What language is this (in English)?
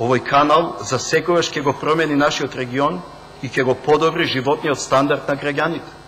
Macedonian